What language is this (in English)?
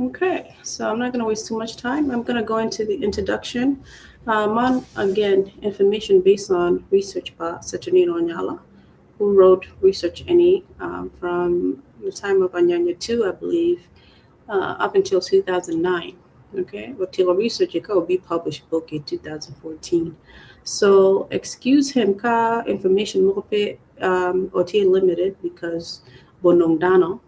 Acoli